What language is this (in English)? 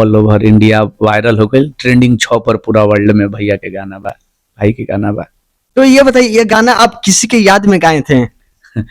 Bhojpuri